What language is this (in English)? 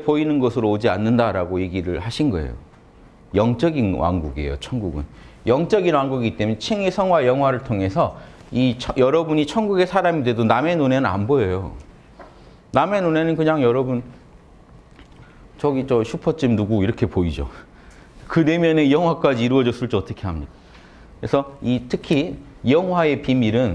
Korean